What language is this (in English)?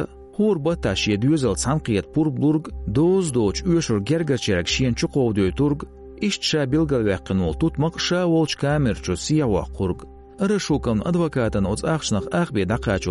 Chechen